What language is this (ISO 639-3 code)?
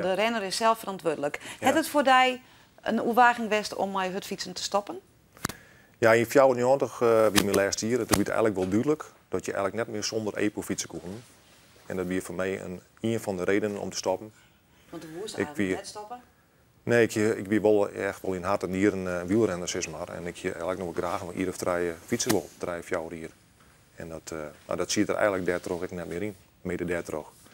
fry